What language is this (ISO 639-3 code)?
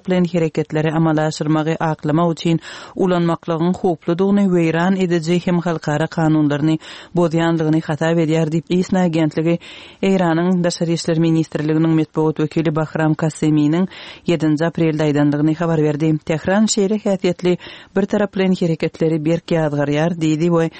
tuk